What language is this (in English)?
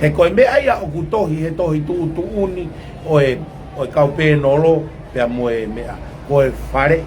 Tongan